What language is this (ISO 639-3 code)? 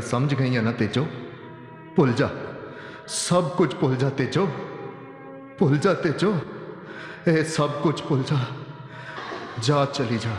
pan